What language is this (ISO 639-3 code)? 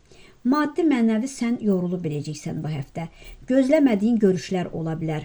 aze